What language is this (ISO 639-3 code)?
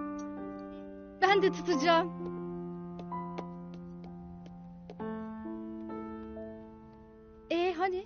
tur